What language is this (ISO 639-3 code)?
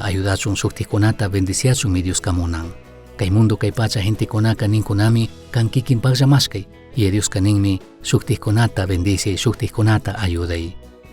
qug